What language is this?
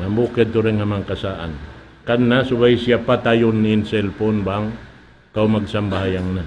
Tausug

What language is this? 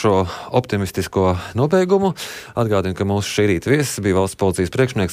Latvian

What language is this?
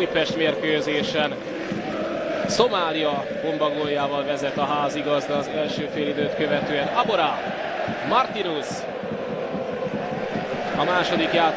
Hungarian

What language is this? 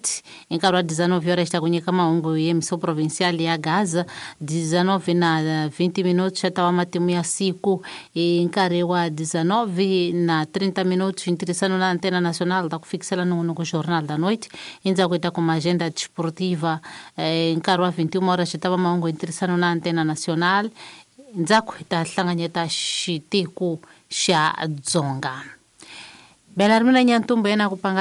Tsonga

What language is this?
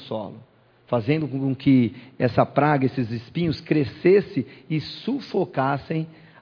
Portuguese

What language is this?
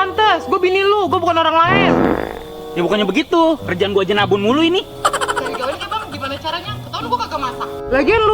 Betawi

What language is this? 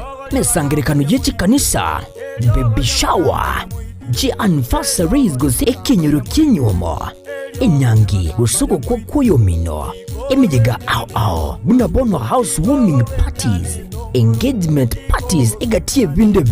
Gusii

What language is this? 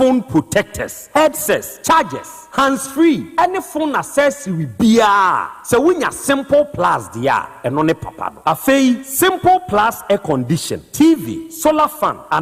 Akan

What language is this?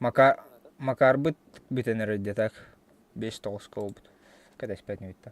Yakut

